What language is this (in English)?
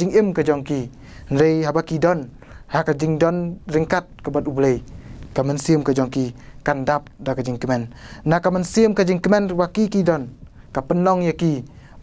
Khasi